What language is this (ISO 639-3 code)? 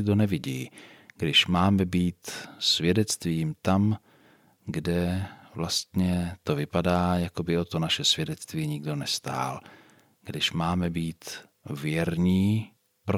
ces